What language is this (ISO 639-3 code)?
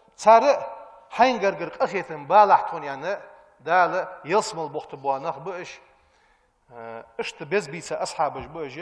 inh